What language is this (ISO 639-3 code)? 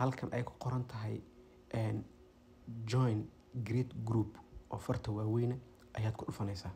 som